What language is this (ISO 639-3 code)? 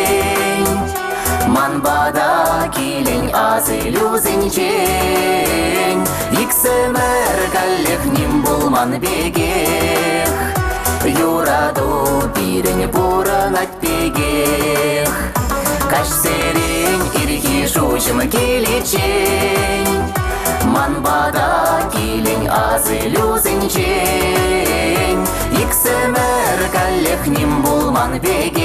chv